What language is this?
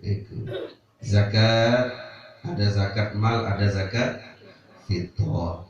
Sasak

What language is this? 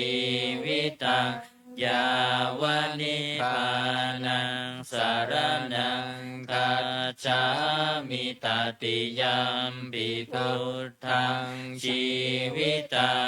Pali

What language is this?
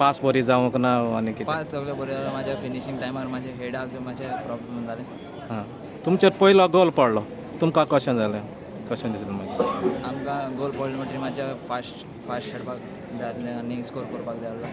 Konkani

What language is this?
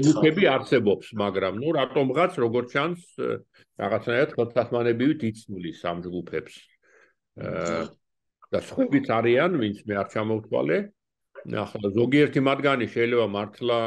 Georgian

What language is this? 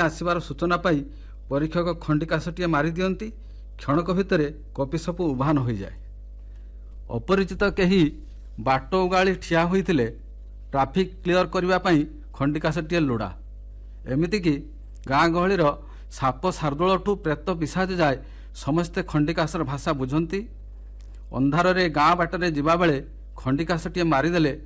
Odia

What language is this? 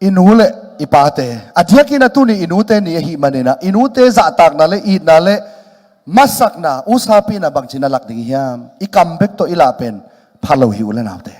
Tedim Chin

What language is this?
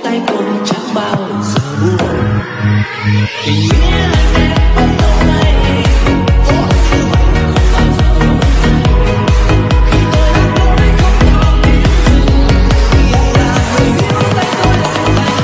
Vietnamese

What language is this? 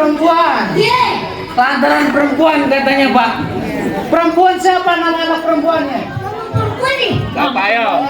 Betawi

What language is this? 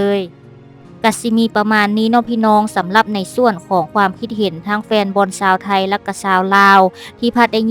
Lao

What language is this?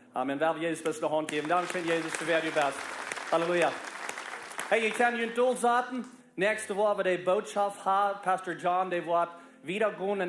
Plautdietsch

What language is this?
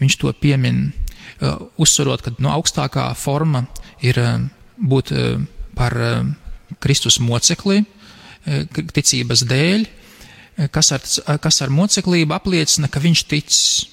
Latvian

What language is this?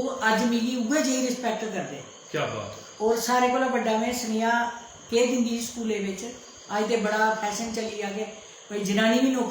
Dogri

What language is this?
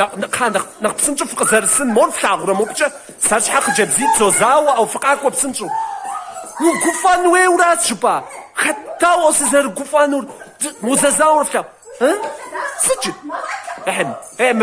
Kabardian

